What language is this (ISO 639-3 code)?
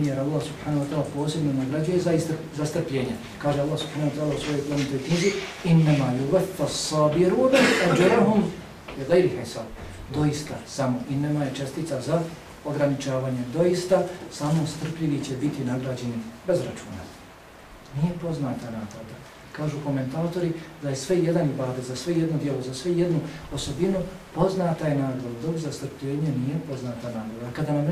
bos